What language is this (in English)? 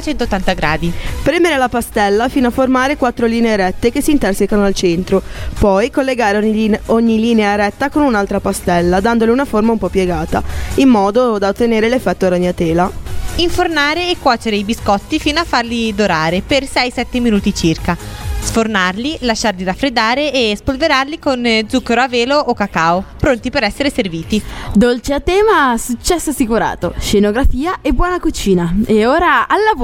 Italian